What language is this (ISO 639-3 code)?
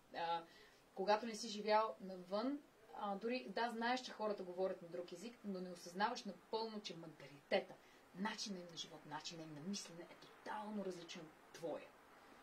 bul